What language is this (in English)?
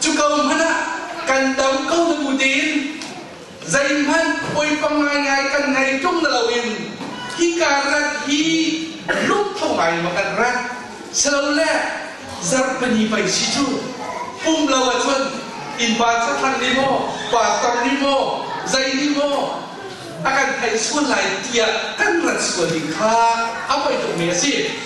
Hakha Chin